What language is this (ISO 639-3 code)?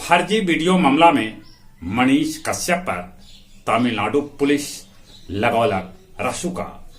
mag